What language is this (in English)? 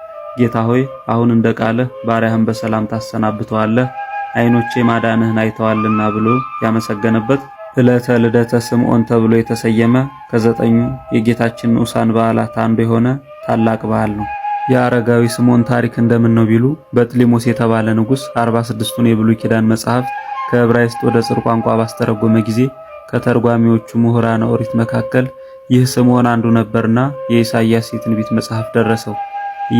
Amharic